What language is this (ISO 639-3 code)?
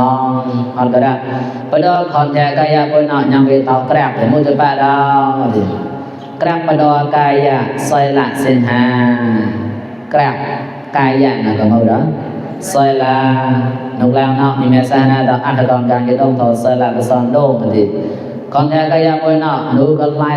mnw